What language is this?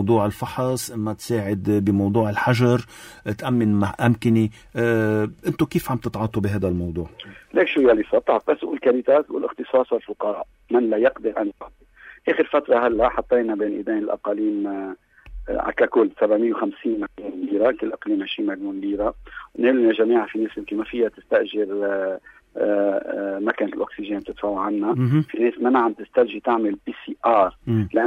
North Levantine Arabic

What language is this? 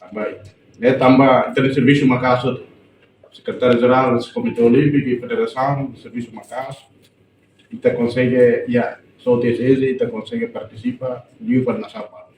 Tetum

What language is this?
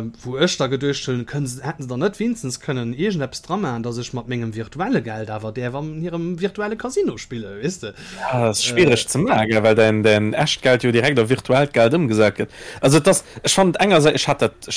Luxembourgish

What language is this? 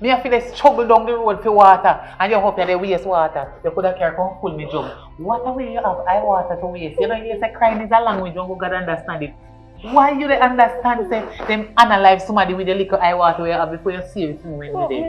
Jamaican Creole English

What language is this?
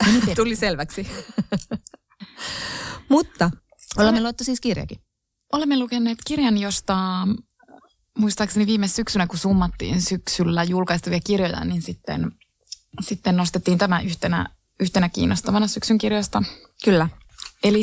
Finnish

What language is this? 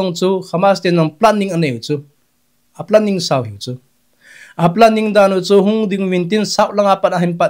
Thado Chin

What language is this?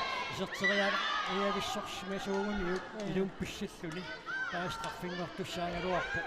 Kalaallisut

